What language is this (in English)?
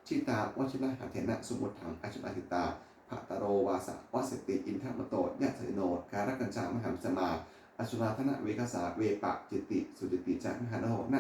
Pali